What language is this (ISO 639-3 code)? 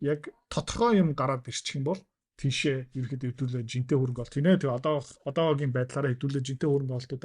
mon